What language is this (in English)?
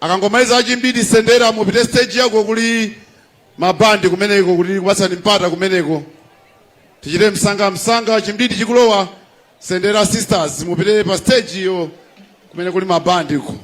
Nyanja